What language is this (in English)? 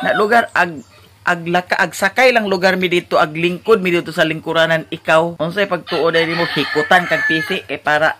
Cebuano